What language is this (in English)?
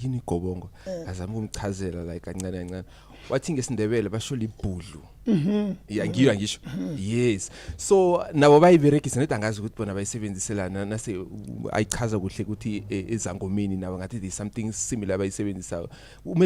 Zulu